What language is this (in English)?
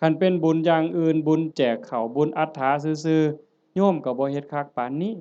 Northeastern Thai